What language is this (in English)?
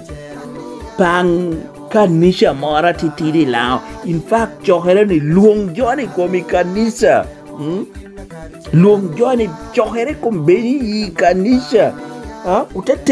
Lango (Uganda)